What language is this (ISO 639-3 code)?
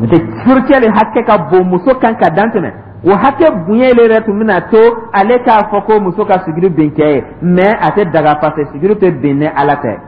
dyu